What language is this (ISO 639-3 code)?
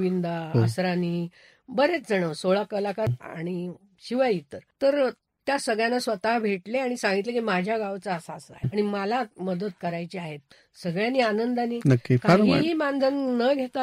mar